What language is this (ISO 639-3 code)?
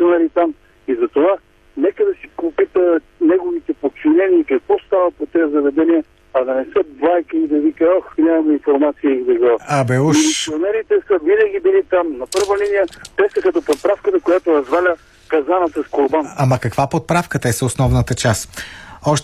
bul